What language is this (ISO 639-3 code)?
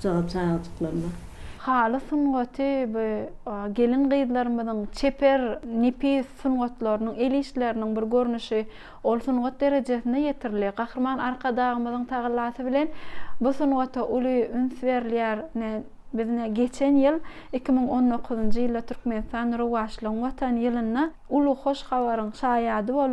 tuk